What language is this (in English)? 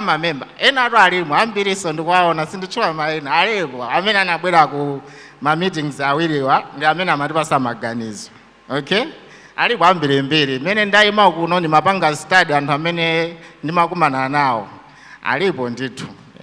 Nyanja